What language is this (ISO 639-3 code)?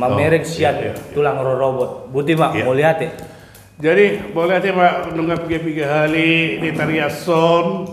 bbc